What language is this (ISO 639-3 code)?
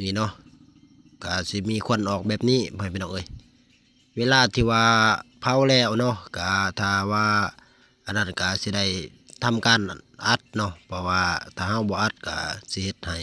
lao